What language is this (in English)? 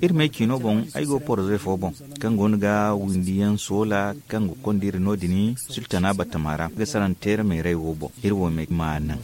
Zarma